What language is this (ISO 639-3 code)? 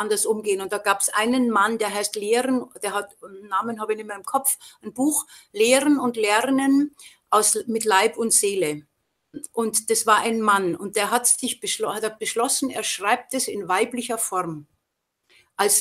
deu